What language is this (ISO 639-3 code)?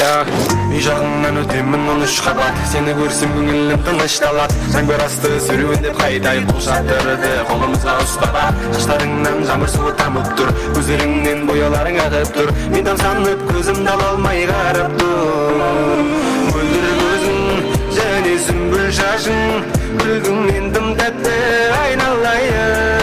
kaa